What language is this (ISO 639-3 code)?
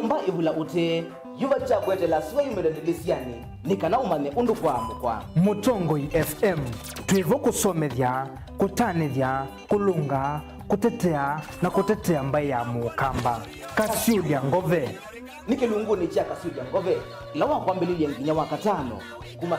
kam